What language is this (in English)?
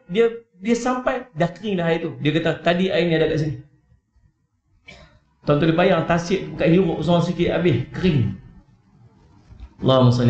Malay